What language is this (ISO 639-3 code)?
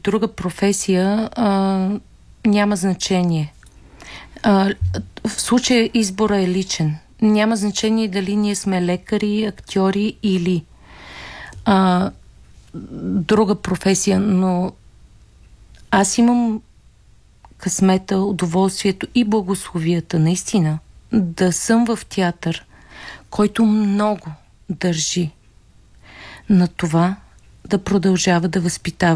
bul